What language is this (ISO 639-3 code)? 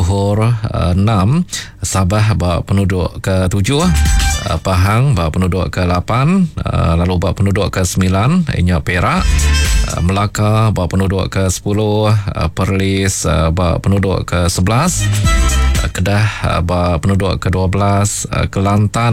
iba